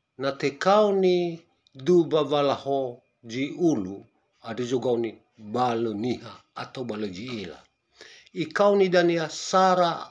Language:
Nias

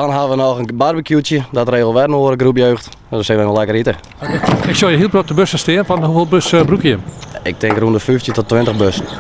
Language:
Western Frisian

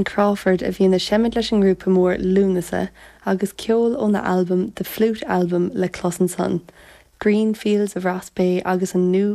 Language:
Irish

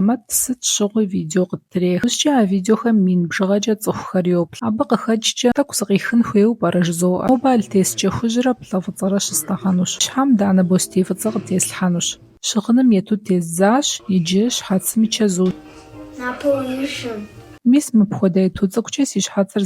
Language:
Kabardian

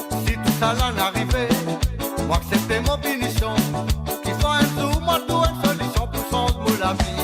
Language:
Morisyen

